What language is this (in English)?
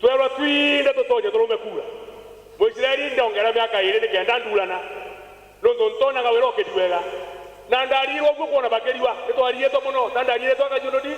Meru